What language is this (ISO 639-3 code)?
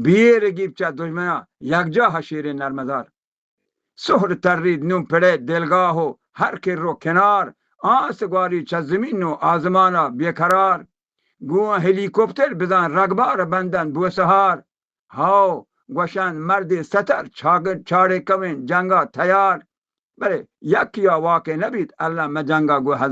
bal